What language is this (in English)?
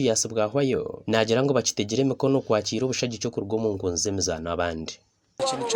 Nyankole